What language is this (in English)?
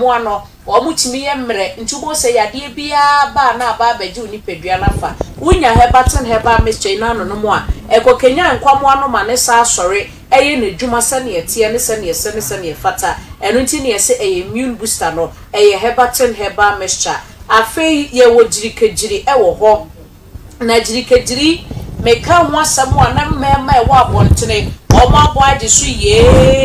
Akan